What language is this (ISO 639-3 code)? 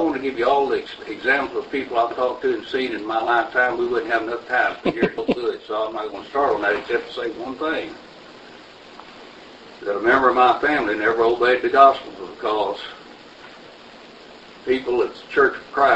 eng